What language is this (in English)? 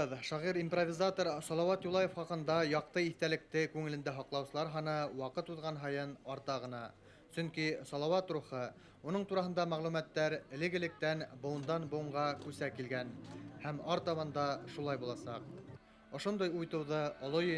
Bashkir